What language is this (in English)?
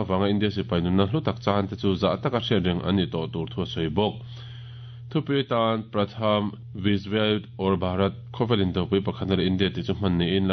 Mizo